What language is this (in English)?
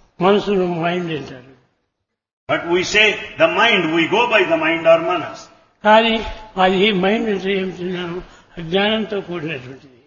Telugu